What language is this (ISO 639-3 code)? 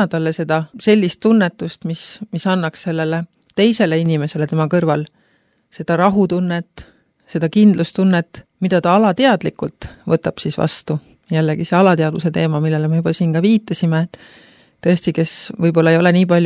est